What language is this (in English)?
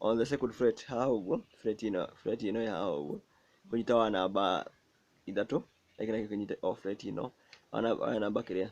Kikuyu